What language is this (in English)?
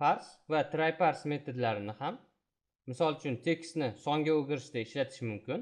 Uzbek